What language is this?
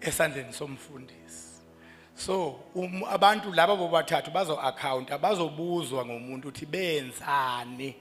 Zulu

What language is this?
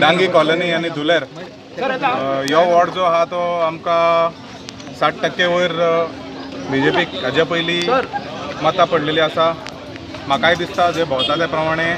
Konkani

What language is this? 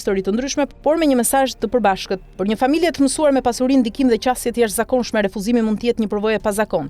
Albanian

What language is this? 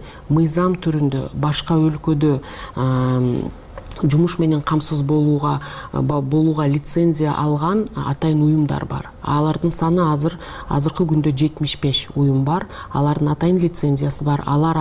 Kyrgyz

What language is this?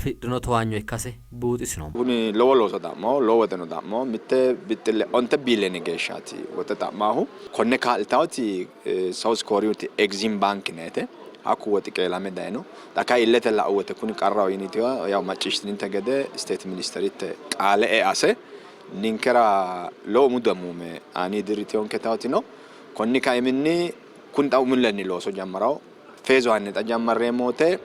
Sidamo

